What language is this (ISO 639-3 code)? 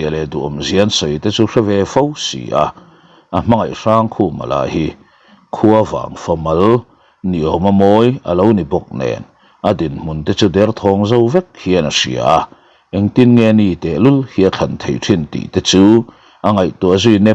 lus